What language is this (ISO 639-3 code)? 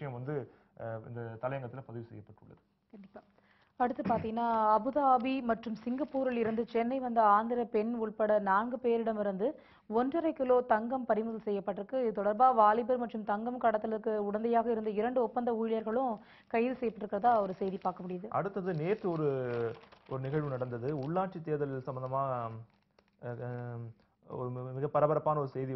tam